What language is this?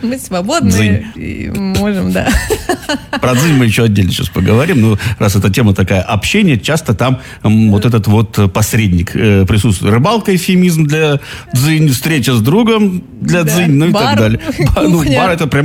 Russian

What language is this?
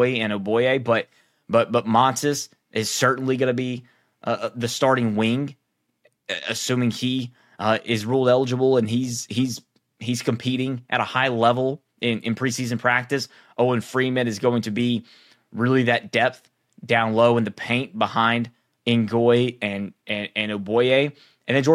English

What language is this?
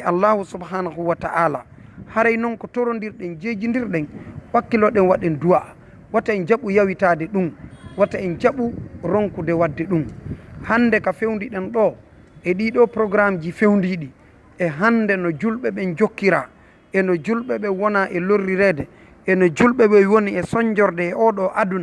Fula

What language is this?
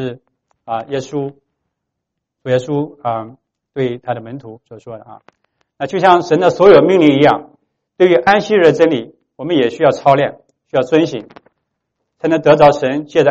Chinese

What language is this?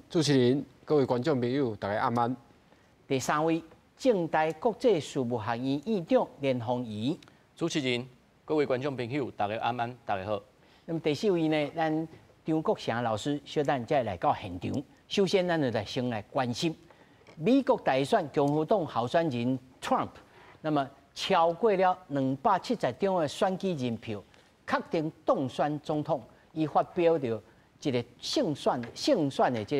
Min Nan Chinese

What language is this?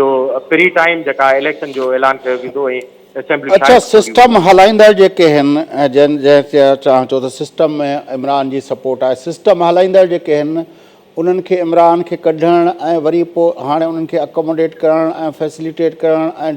Sindhi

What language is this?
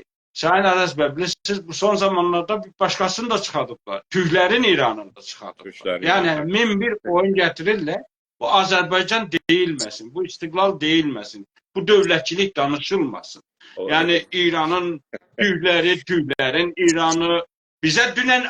South Azerbaijani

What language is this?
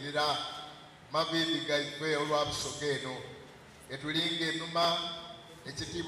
Soga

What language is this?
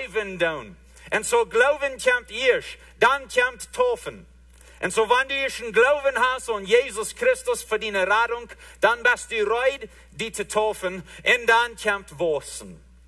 Plautdietsch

